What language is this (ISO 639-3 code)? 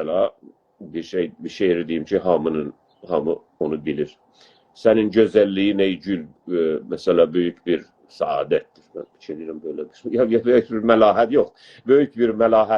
azb